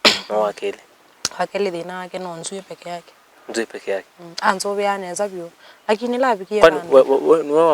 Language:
Kamba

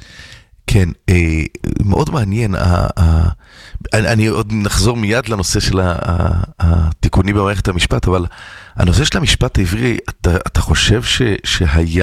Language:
Hebrew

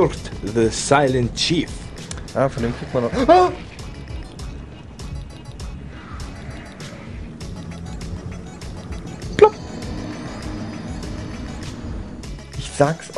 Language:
German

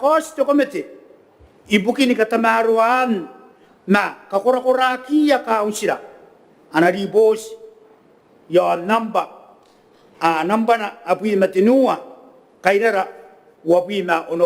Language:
Gilbertese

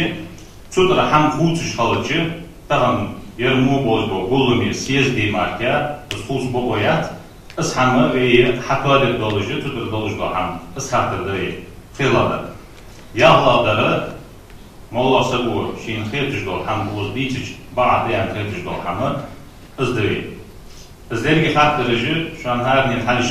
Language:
Ingush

